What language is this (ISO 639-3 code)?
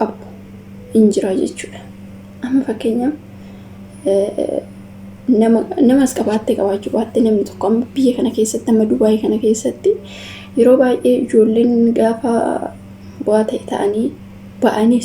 orm